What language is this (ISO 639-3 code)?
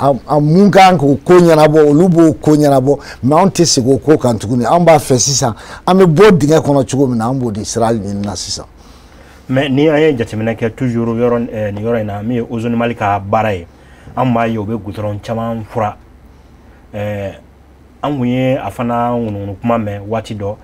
bam